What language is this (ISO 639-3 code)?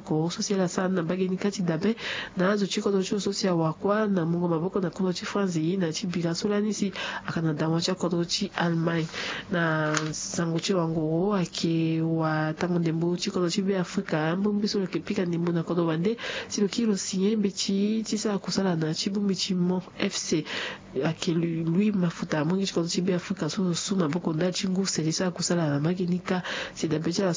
sag